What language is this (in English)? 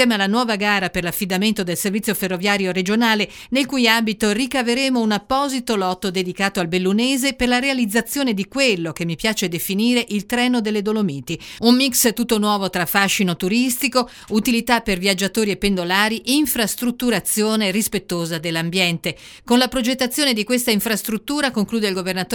Italian